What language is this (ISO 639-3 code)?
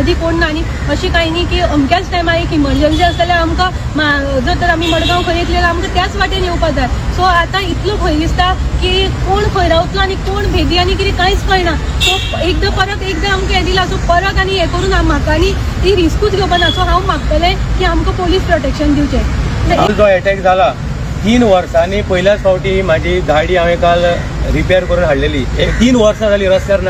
kok